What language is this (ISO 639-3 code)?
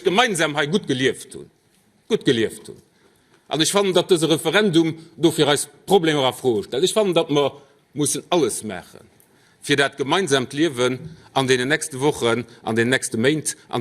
ltz